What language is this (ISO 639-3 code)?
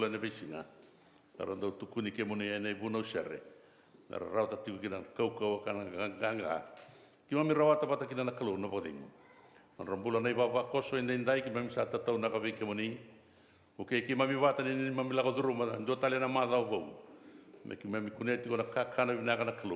fij